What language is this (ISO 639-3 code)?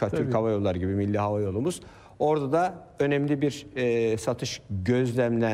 tur